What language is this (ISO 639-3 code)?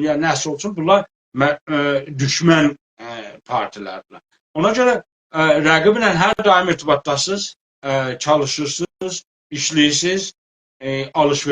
azb